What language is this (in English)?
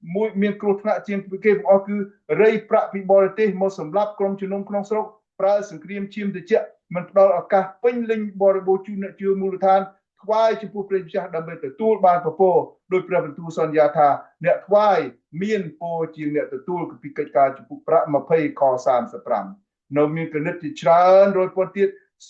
Khmer